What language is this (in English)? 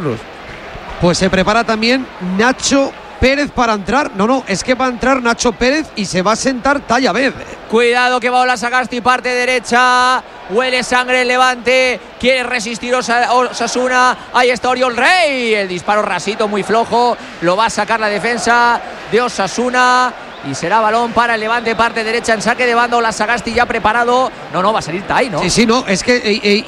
Spanish